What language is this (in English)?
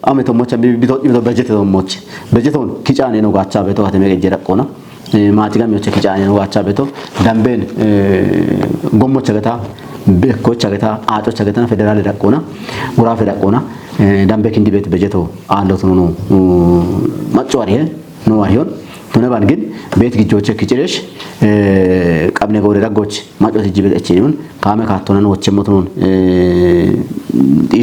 Kafa